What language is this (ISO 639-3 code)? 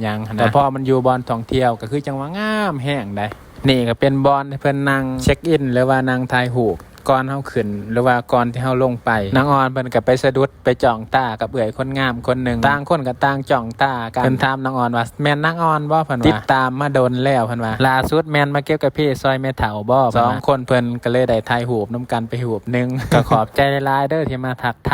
lao